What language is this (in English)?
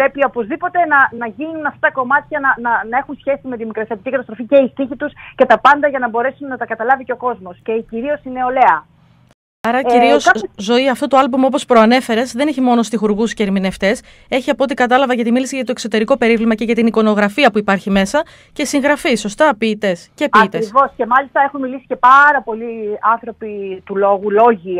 Greek